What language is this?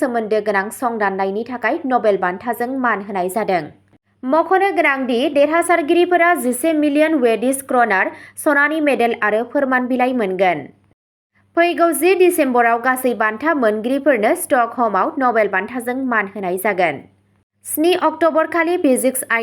Bodo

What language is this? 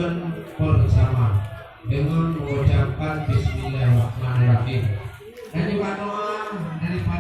Achinese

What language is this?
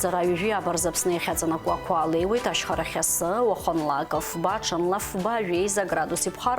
Abkhazian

